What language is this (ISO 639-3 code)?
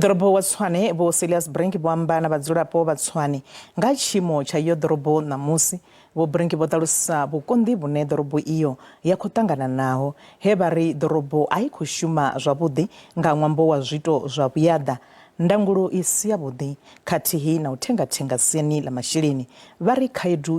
ven